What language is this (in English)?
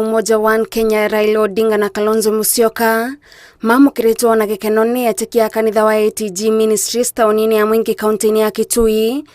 Kikuyu